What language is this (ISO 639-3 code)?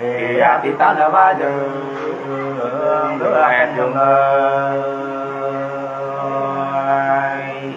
nut